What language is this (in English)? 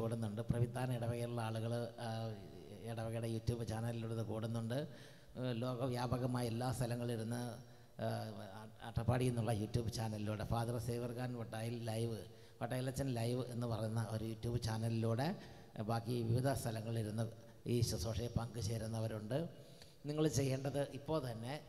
Malayalam